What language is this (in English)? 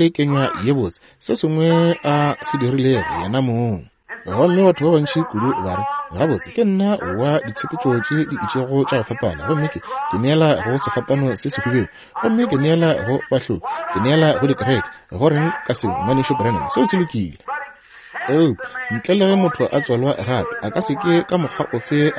Northern Sotho